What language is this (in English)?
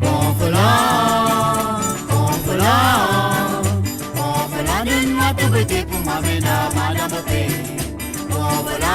Morisyen